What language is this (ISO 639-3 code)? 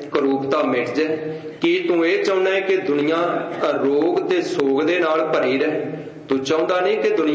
pan